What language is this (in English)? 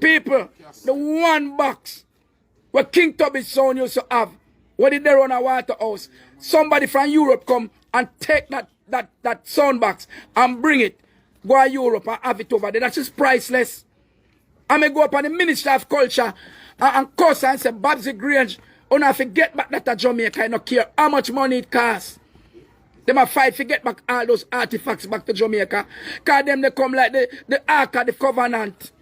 Jamaican Creole English